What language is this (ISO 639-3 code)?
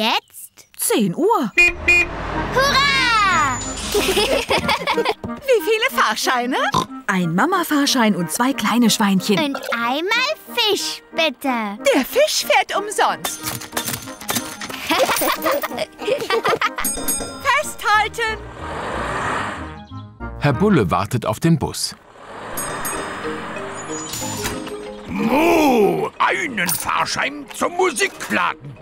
deu